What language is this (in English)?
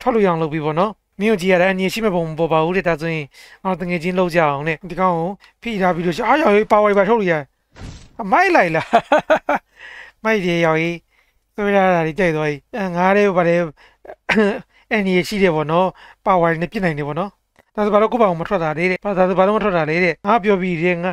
Burmese